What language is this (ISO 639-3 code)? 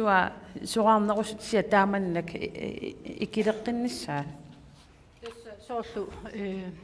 kal